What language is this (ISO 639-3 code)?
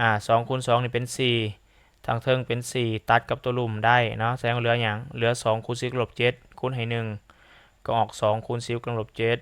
lao